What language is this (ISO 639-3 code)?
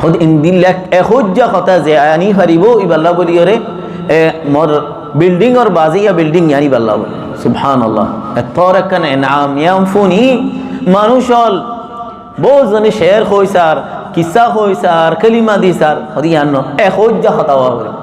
rhg